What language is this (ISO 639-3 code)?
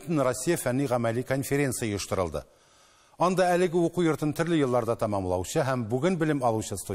tat